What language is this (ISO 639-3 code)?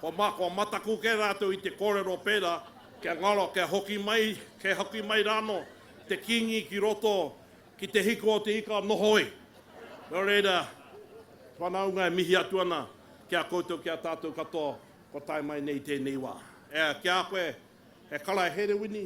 mri